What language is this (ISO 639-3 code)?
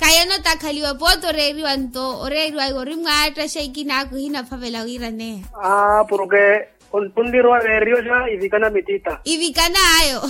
vmw